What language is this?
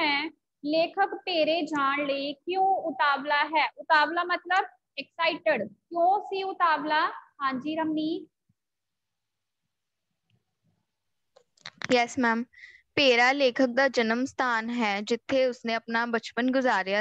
Punjabi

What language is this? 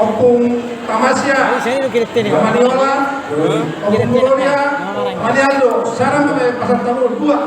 Batak Toba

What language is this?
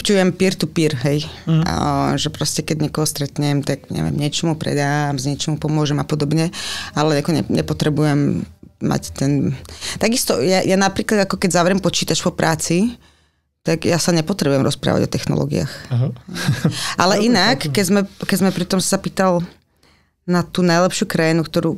Slovak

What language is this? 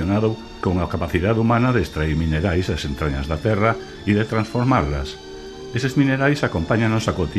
Galician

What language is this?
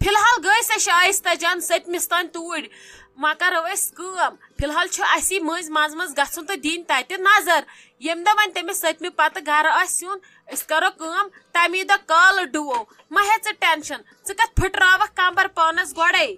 Kashmiri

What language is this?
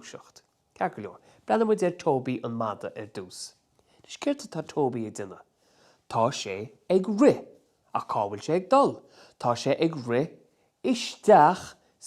Irish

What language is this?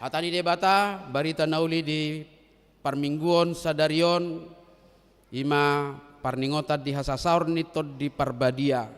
Batak Toba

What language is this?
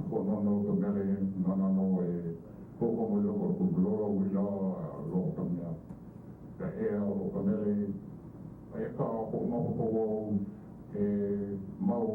Hawaiian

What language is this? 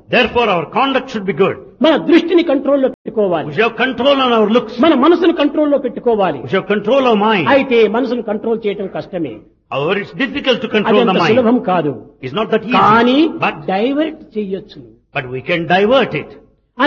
Telugu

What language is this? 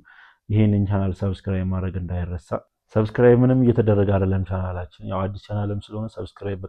Amharic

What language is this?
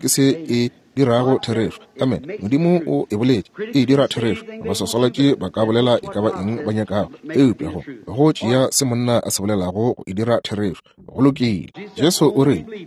Northern Sotho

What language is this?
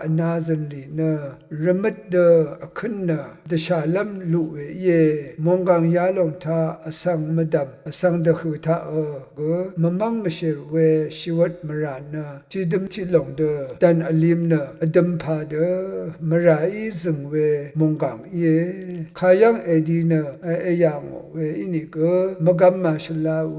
Rawang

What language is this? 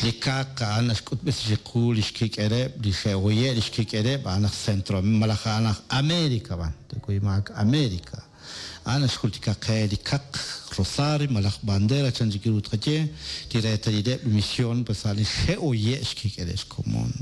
Kekchí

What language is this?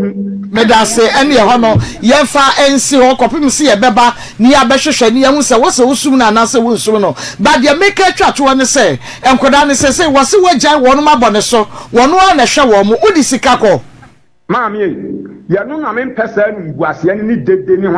Akan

